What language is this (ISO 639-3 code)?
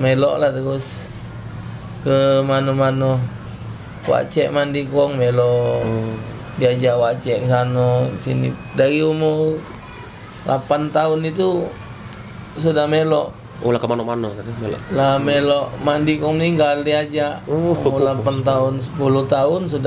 mui